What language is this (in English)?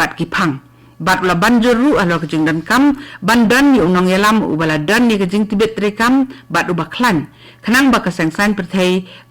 Khasi